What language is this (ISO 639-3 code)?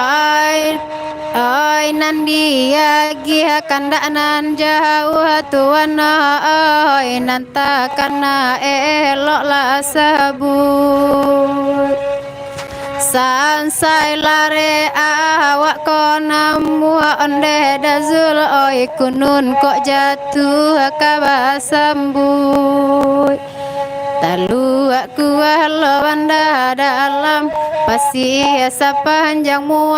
min